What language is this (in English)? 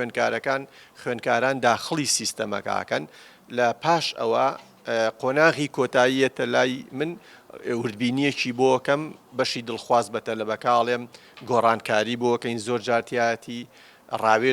Central Kurdish